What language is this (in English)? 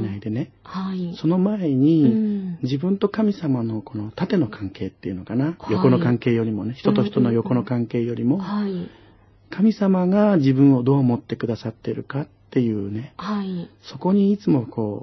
Japanese